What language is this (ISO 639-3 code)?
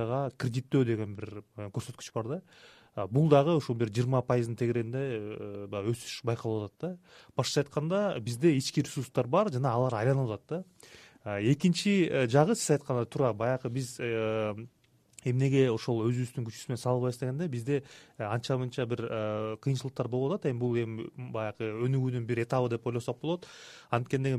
kir